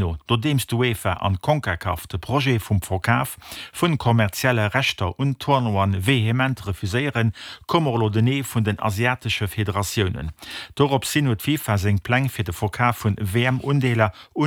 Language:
Luxembourgish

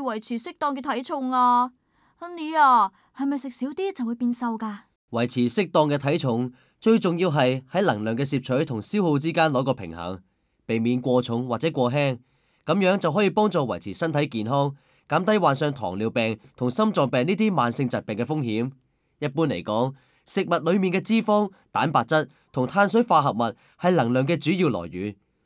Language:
Cantonese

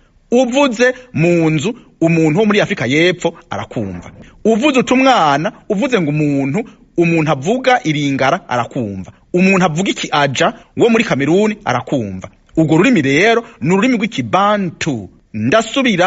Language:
Rundi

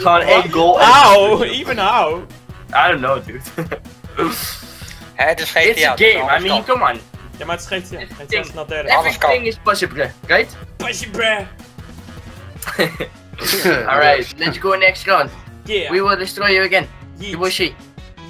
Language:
Dutch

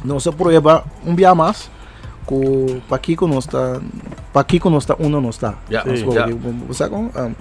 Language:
Papiamento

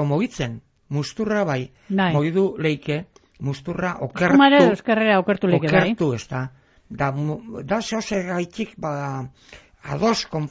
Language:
Basque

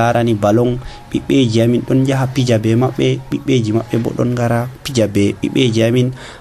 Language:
Nigerian Fulfulde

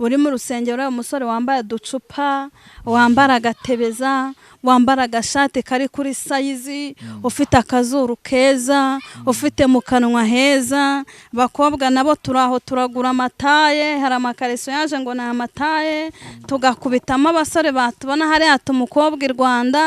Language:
Kinyarwanda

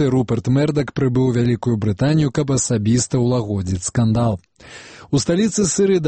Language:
Belarusian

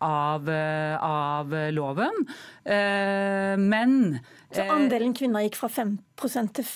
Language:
Norwegian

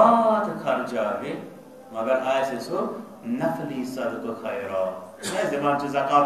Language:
Kashmiri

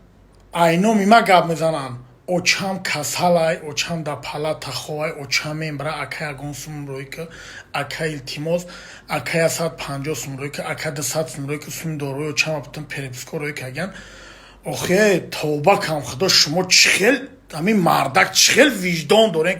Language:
Tajik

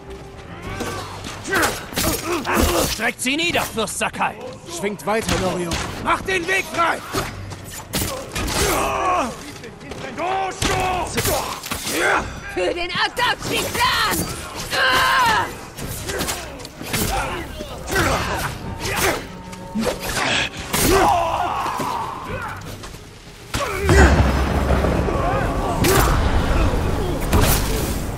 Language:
German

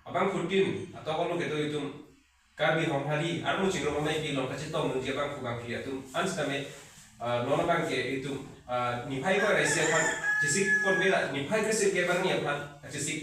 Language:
Karbi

